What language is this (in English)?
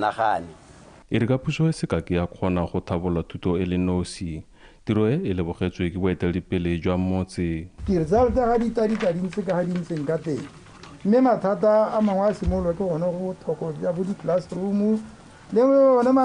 Tswana